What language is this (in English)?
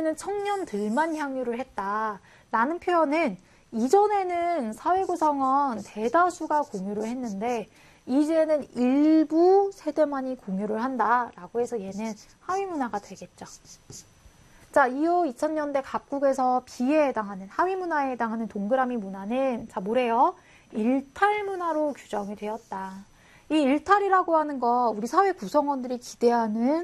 Korean